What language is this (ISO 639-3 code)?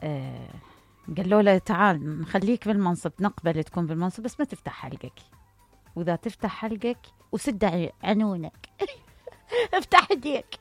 acm